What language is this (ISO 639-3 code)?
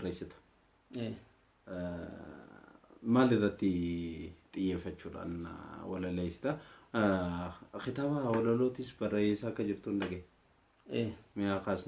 orm